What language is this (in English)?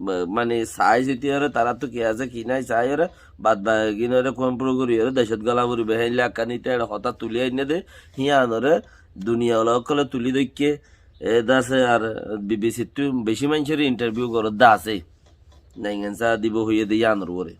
Rohingya